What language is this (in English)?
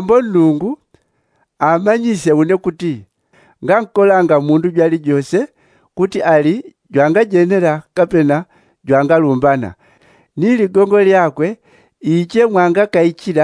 Yao